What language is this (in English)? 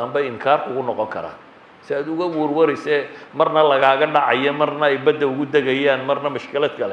Somali